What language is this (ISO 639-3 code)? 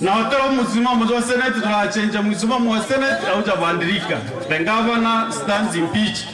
mer